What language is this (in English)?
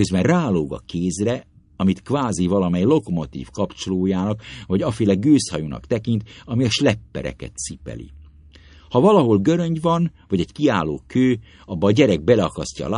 Hungarian